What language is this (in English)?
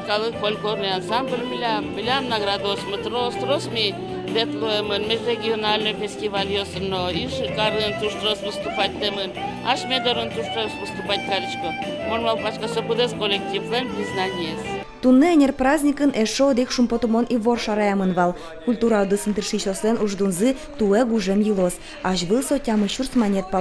Udmurt